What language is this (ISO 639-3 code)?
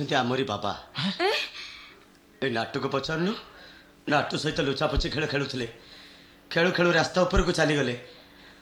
ori